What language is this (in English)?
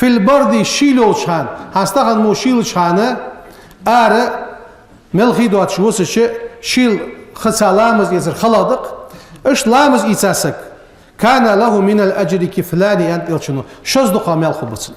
Ingush